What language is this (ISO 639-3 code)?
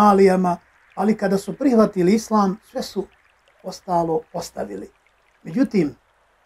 bos